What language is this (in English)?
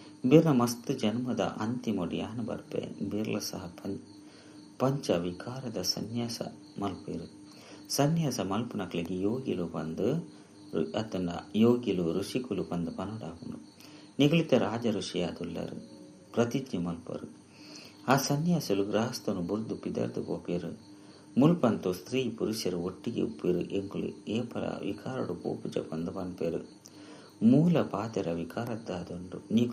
Tulu